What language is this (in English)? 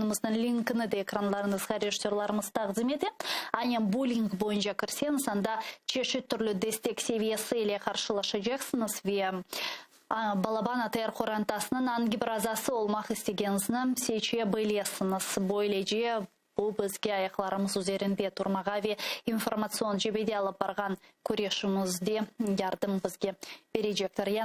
Crimean Tatar